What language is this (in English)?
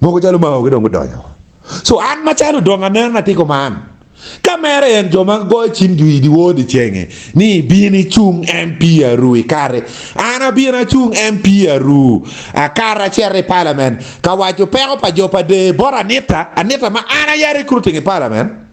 Acoli